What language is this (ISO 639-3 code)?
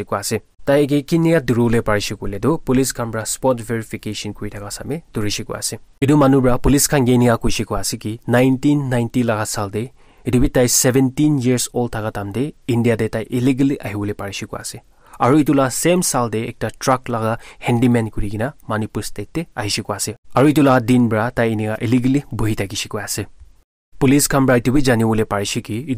nag